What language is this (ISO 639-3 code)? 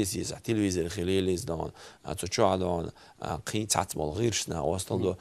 che